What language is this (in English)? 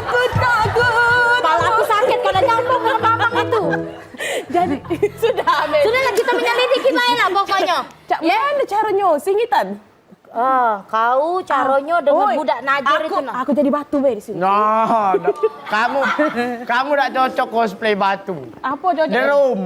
Musi